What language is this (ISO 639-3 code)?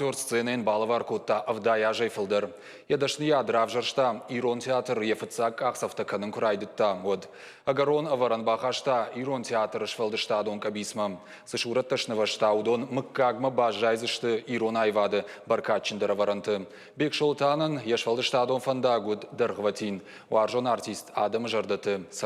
oss